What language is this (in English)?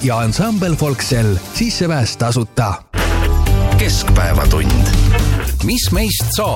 Estonian